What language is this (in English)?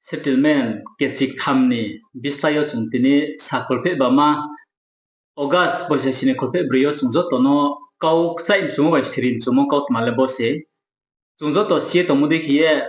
Riang (India)